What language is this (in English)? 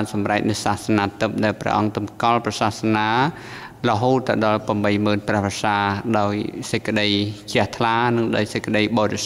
Khmer